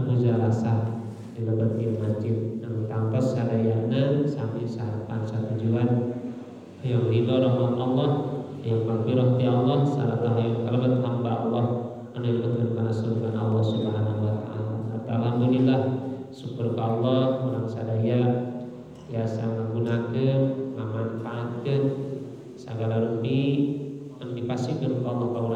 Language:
Sundanese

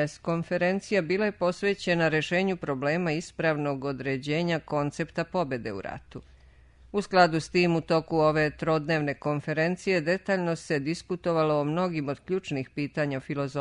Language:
Serbian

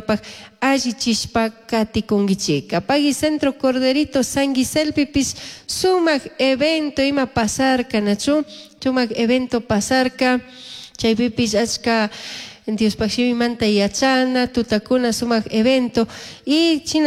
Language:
Chimborazo Highland Quichua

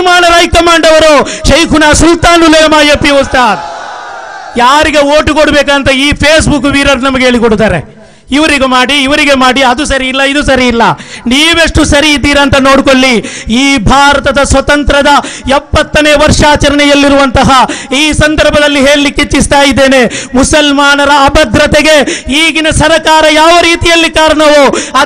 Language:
Kannada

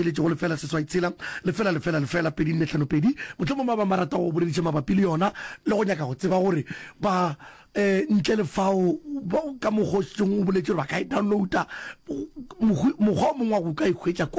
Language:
Northern Sotho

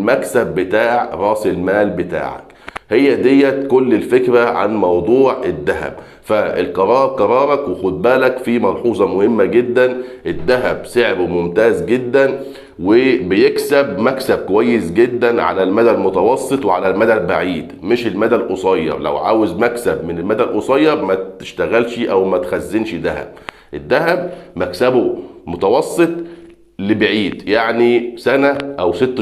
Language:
Egyptian Arabic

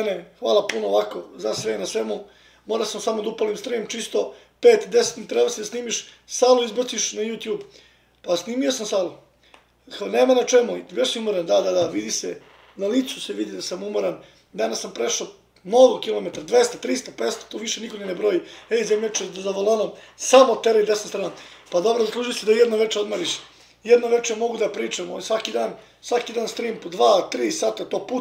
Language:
Serbian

